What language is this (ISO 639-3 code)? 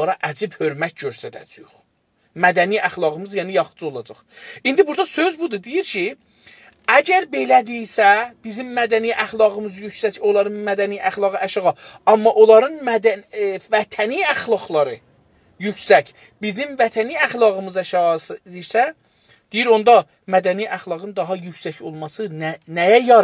azb